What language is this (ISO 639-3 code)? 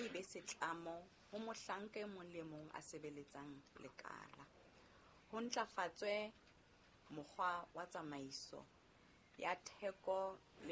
sot